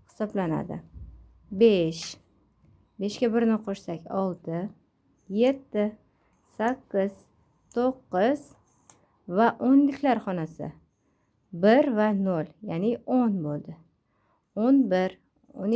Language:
Uzbek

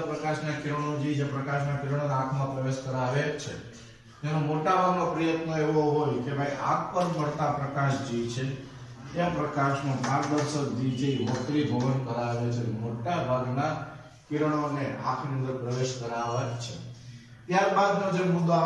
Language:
Gujarati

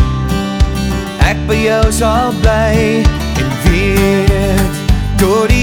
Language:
Afrikaans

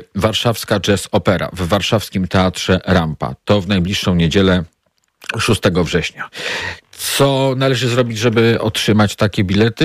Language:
Polish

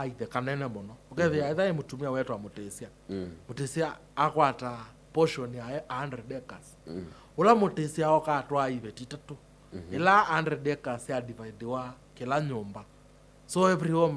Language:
Kamba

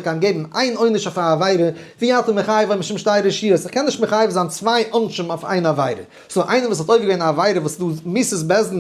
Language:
Yiddish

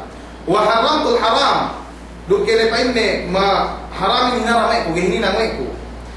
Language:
Yakan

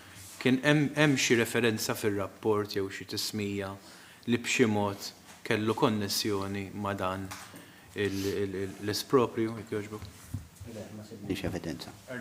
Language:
Maltese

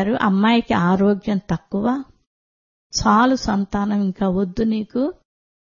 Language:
Telugu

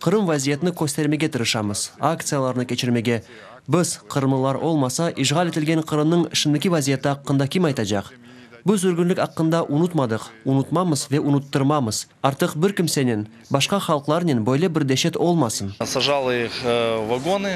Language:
Crimean Tatar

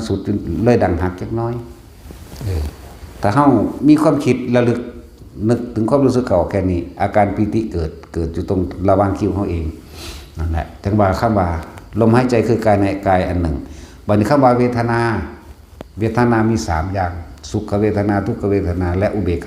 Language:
Lao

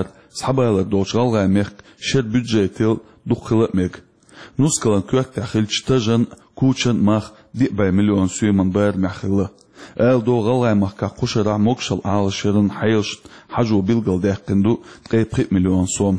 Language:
Chechen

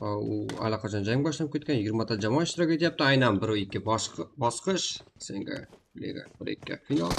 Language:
Kara-Kalpak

